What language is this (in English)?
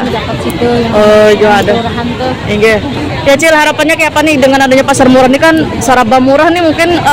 Banjar